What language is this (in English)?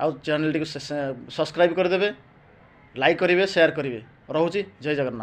Odia